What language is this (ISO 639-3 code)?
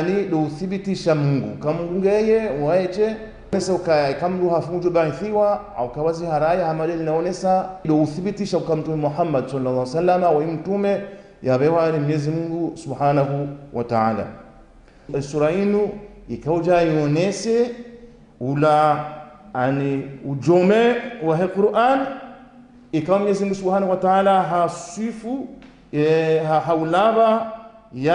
zdj